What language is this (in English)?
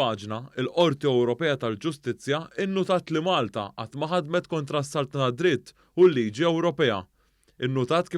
Maltese